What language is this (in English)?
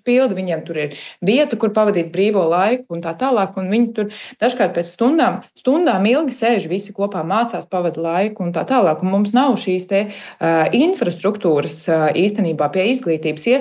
Latvian